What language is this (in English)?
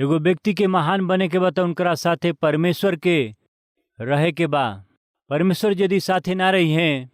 Bhojpuri